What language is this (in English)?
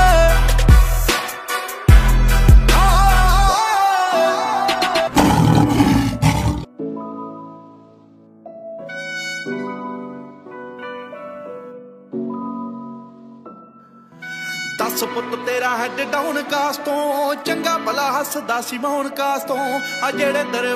Punjabi